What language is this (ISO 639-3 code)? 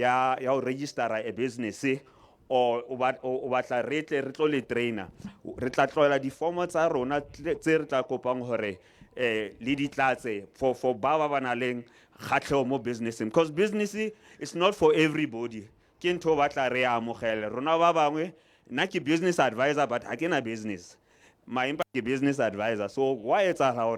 sot